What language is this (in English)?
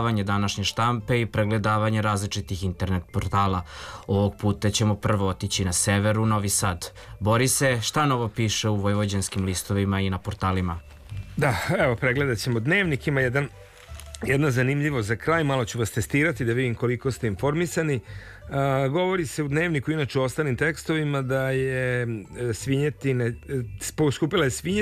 Serbian